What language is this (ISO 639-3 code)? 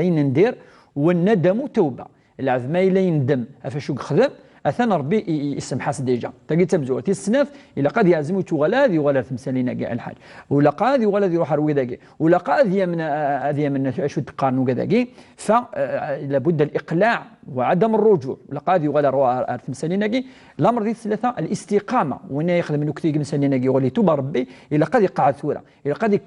kab